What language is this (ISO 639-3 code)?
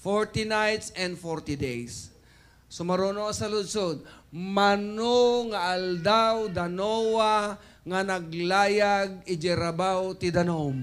ilo